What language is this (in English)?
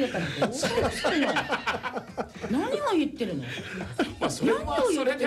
Japanese